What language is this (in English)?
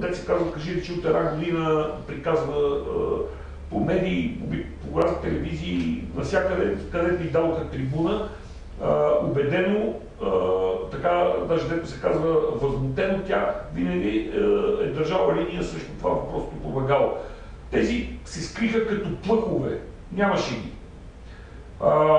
Bulgarian